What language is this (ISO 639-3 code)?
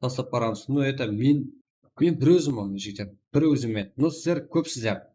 kaa